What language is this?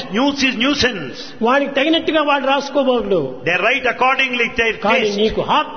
Telugu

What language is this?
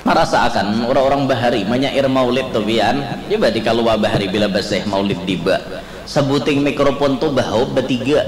Banjar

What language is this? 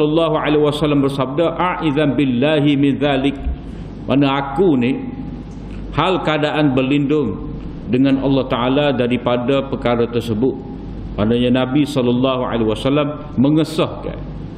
Malay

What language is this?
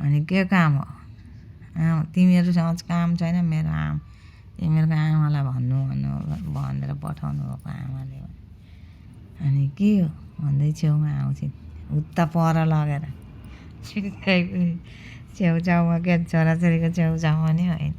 Nepali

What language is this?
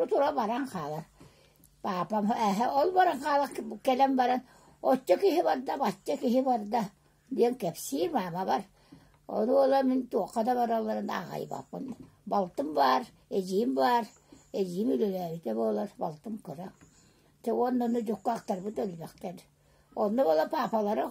Yakut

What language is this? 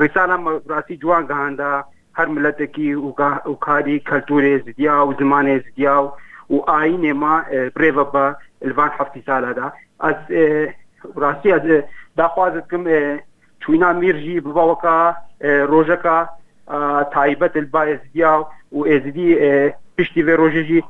Kurdish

